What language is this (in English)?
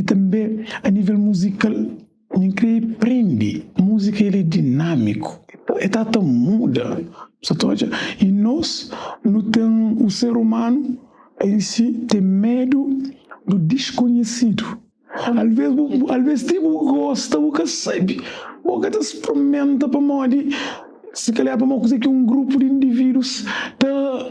Kabuverdianu